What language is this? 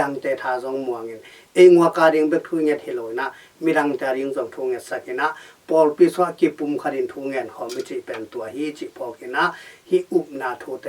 Tedim Chin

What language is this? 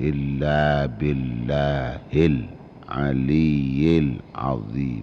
Madurese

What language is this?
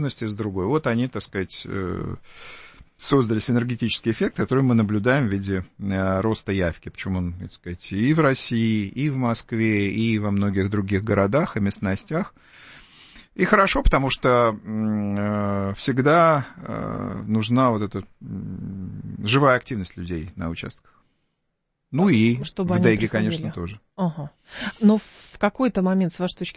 Russian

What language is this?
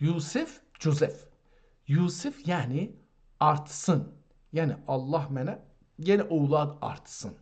South Azerbaijani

